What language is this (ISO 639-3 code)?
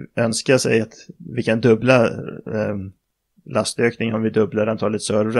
swe